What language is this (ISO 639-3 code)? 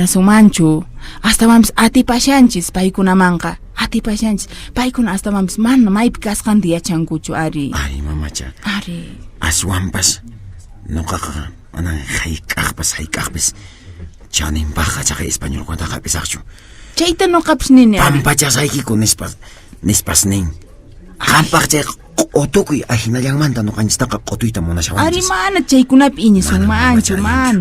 que